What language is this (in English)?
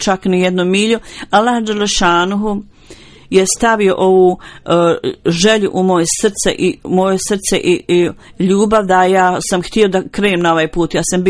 Bosnian